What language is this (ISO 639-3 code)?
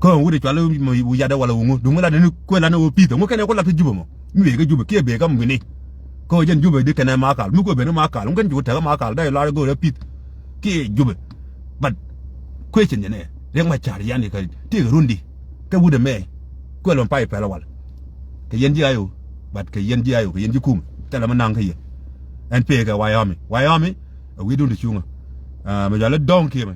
nus